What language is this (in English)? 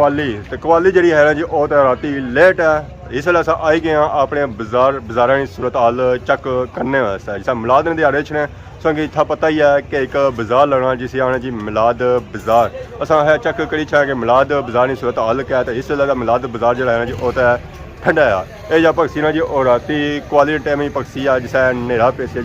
Pahari-Potwari